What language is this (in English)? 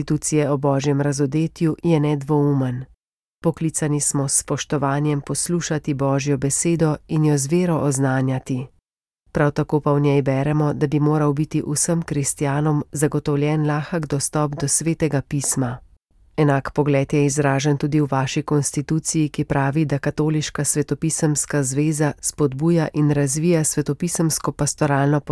Slovenian